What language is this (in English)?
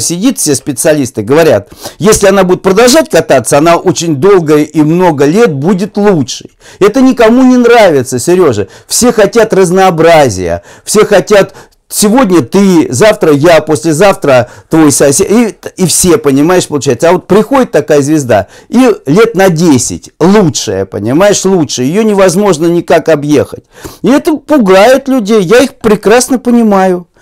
Russian